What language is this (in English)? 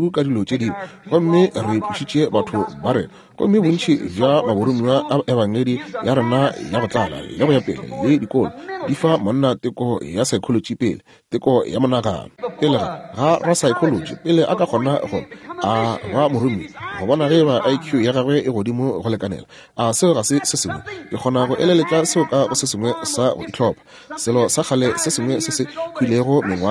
Northern Sotho